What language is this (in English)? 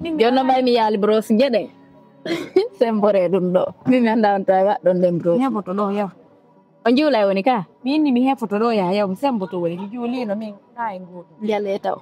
Fula